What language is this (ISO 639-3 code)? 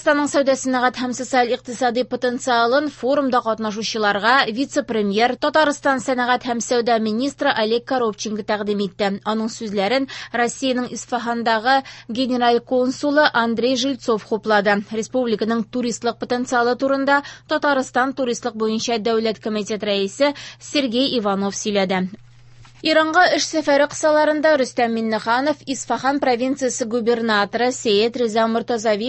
tat